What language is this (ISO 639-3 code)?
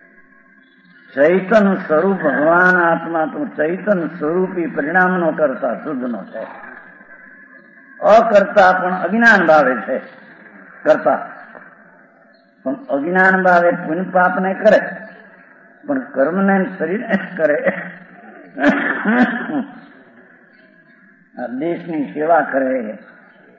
guj